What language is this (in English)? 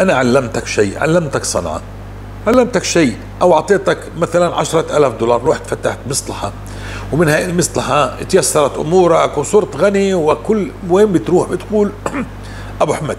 North Levantine Arabic